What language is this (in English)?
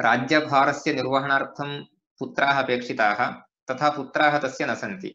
Sanskrit